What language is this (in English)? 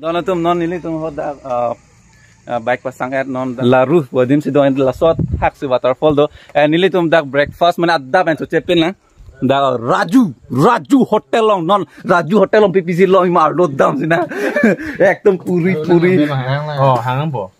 Karbi